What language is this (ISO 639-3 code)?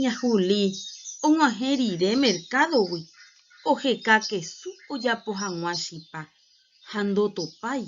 grn